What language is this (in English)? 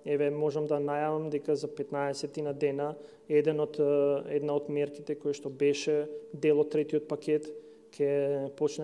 Macedonian